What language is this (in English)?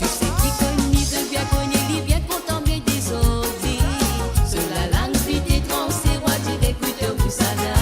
Morisyen